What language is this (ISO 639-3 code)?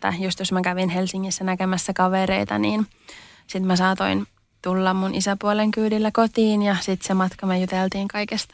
fin